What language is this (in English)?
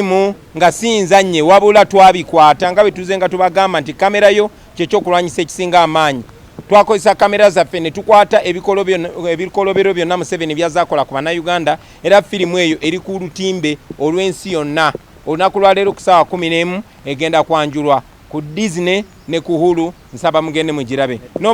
Ganda